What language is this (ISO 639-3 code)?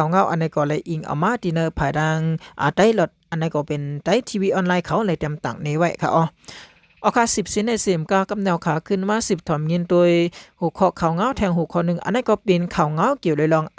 shn